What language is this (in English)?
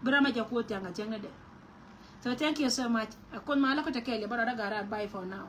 Nuer